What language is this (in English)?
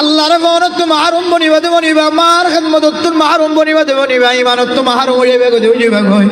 Rohingya